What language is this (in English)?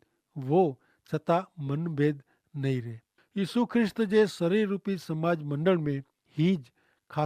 Kachhi